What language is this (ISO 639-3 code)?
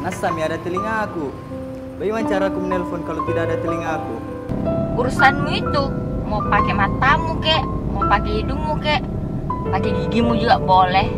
mfp